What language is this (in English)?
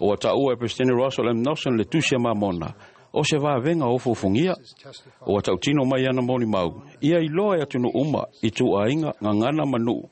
Samoan